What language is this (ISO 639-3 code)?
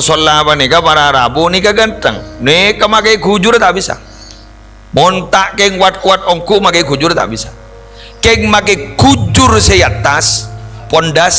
mad